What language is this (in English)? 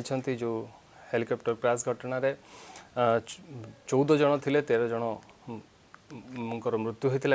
Odia